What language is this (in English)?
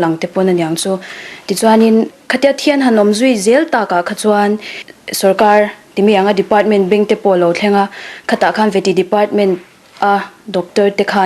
Mizo